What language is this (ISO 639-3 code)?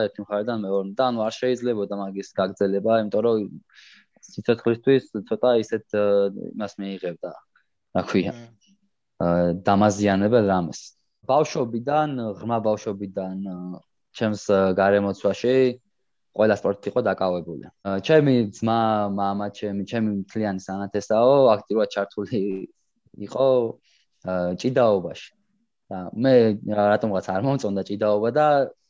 kat